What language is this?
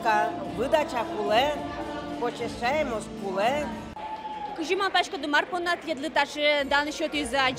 Udmurt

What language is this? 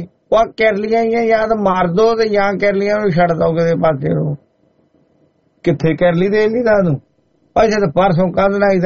Punjabi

